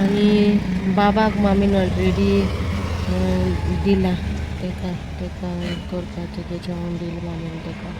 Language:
Konkani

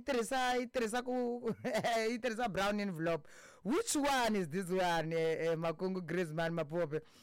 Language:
Tsonga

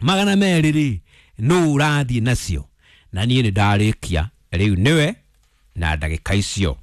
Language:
Kikuyu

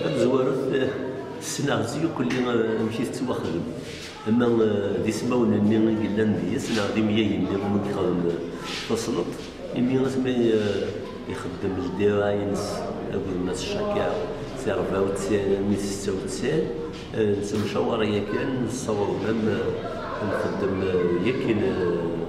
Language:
Kabyle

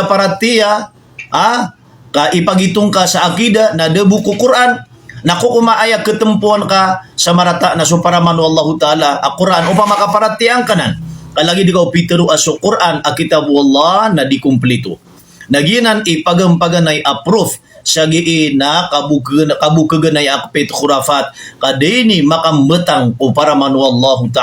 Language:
Maranao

